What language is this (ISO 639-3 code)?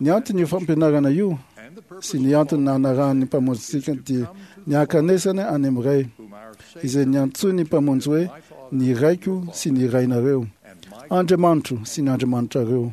mlg